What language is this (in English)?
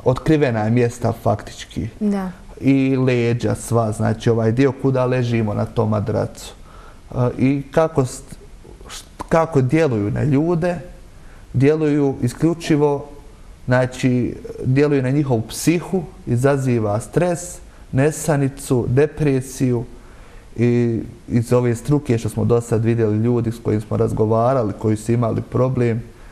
Bosnian